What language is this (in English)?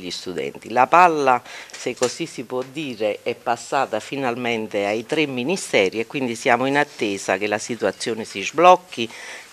Italian